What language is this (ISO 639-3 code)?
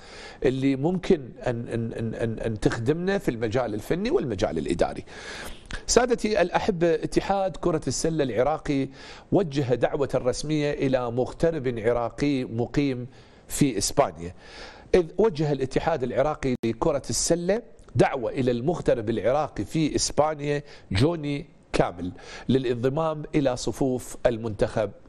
ara